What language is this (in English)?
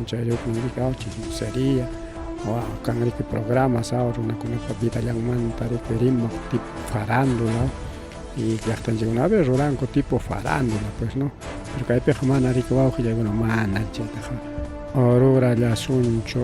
Ayacucho Quechua